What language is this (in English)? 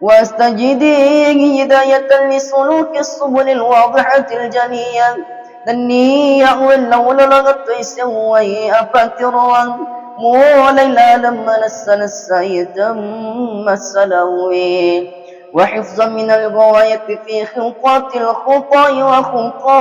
Buginese